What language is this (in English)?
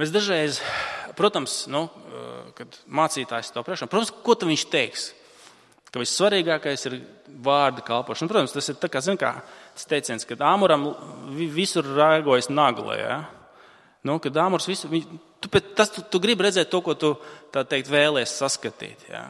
Latvian